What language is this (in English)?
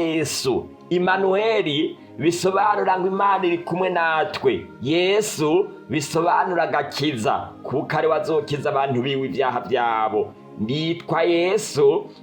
Rundi